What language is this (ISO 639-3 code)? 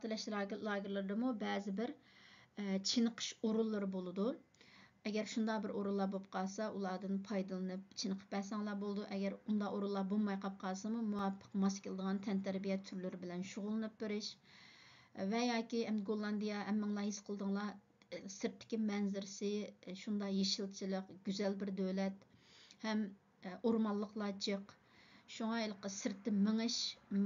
uig